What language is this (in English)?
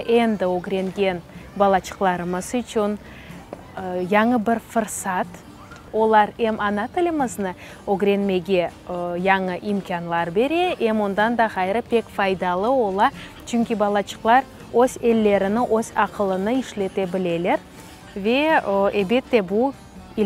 Crimean Tatar